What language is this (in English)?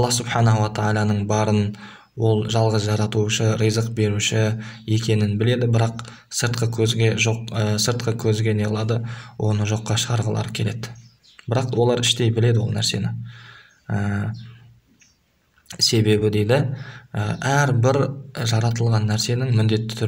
Kazakh